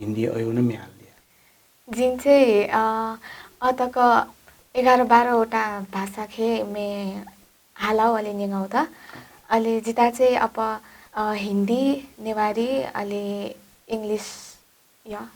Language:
Newari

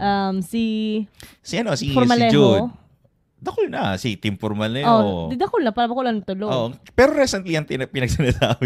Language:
Bikol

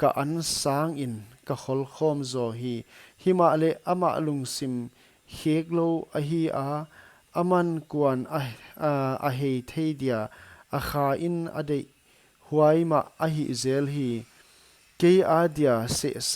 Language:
Paite Chin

